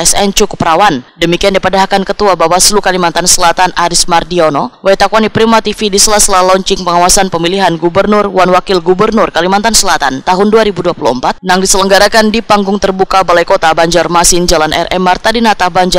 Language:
Banjar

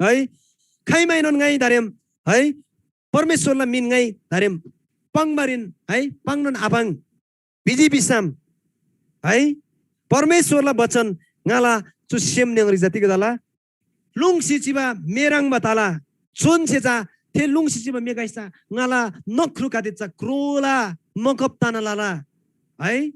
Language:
Eastern Tamang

